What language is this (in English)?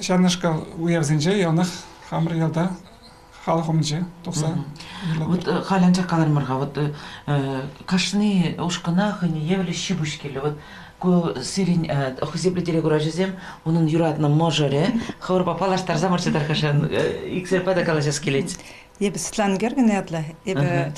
Chuvash